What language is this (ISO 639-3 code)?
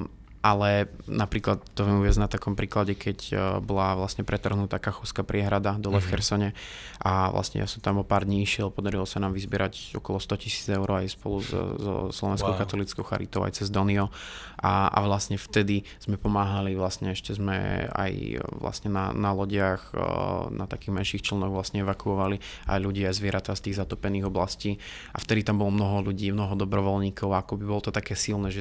slk